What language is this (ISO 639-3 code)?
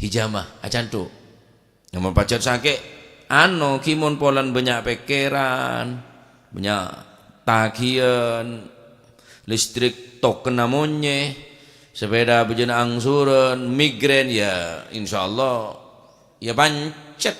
mad